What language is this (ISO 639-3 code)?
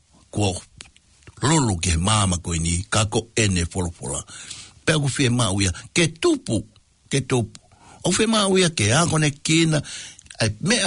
ton